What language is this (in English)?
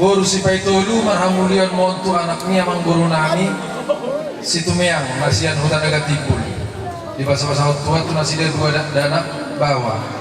Batak Toba